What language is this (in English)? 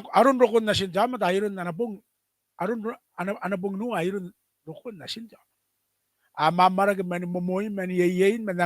Gilbertese